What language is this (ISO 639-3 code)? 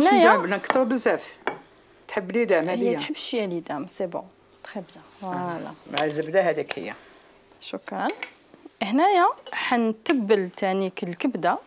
arq